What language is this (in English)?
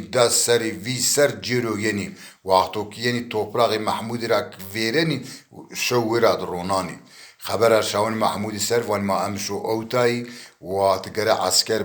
Zaza